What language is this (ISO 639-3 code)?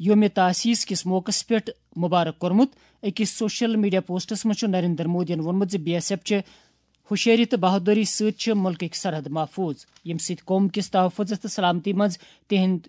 kas